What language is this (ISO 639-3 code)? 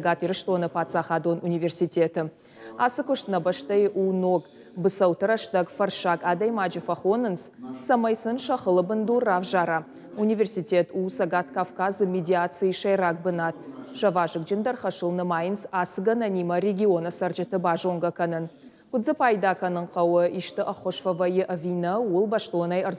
oss